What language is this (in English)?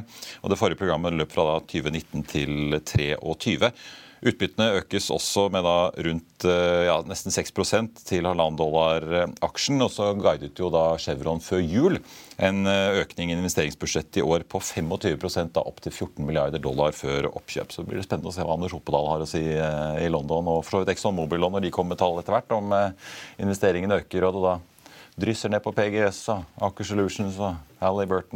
Norwegian